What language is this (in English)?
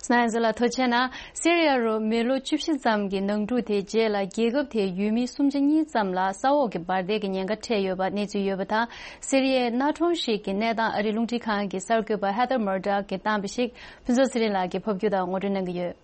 Tibetan